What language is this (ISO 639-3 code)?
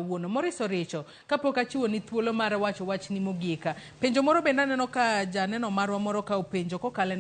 luo